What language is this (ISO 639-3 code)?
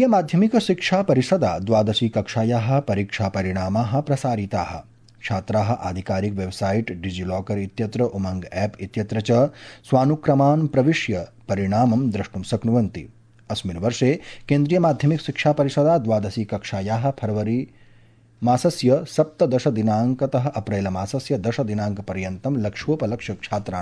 san